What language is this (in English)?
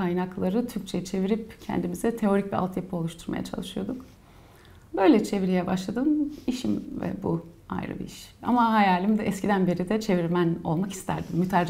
Turkish